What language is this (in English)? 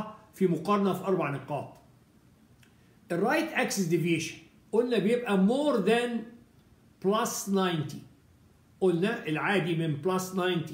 Egyptian Arabic